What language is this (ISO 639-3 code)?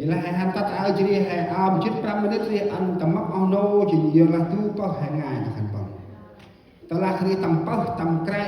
cmo